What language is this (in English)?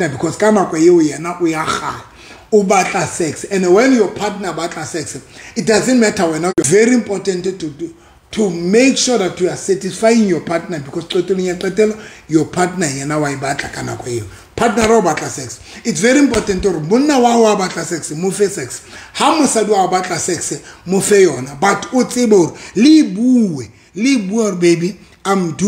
Southern Sotho